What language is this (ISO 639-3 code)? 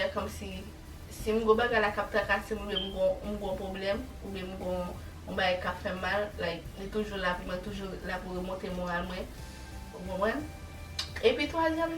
hat